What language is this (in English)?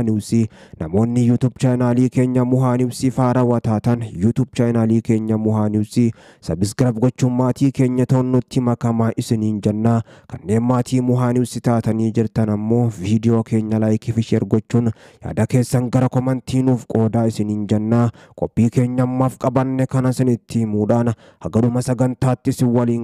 Oromo